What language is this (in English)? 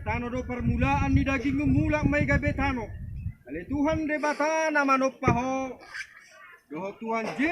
Batak Toba